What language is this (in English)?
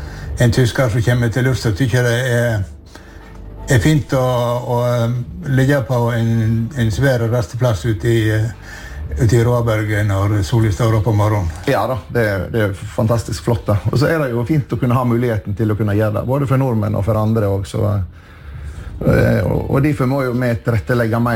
Norwegian